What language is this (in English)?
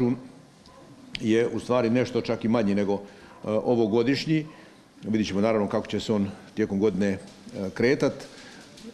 Croatian